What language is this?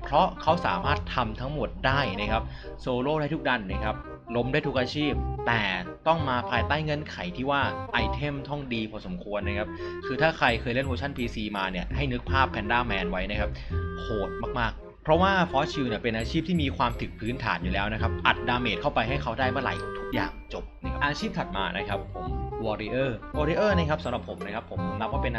Thai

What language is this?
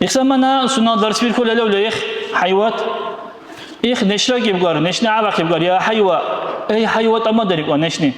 Dargwa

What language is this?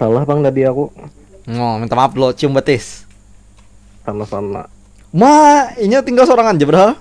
Banjar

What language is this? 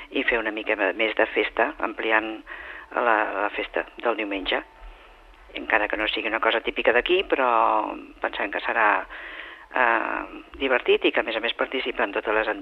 Catalan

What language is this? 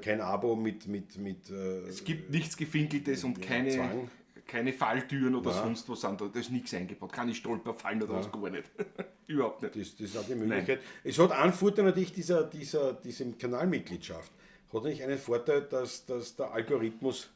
Bavarian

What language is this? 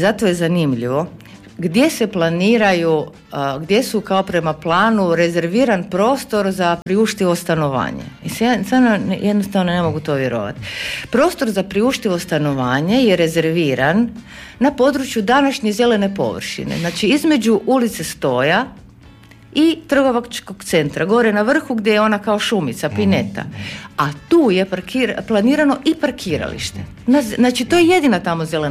Croatian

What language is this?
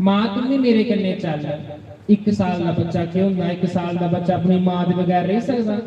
Dogri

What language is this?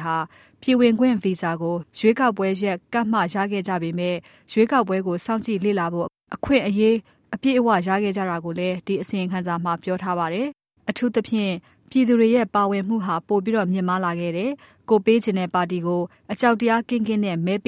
Burmese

